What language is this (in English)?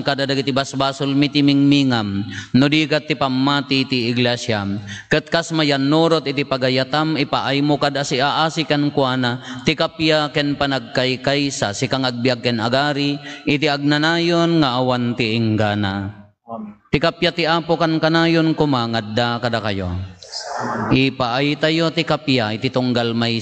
Iloko